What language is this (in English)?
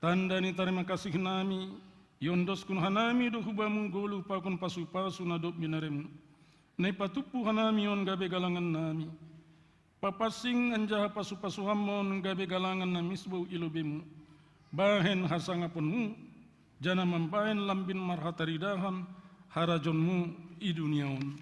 Batak Simalungun